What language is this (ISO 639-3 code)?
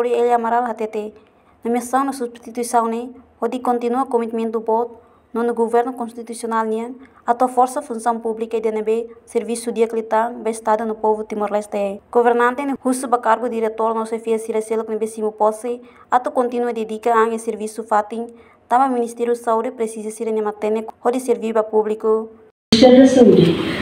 tet